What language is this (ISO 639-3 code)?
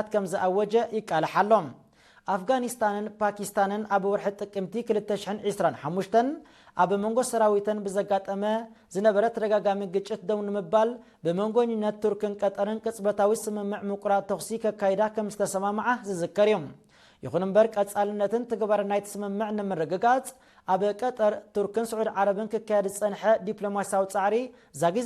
tir